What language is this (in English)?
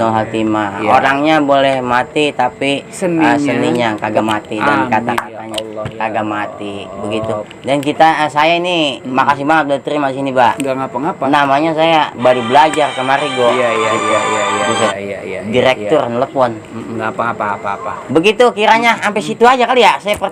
Betawi